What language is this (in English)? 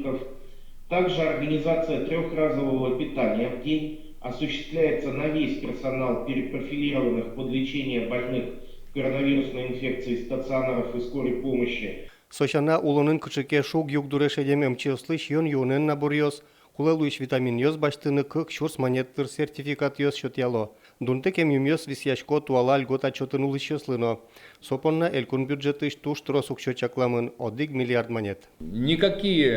Udmurt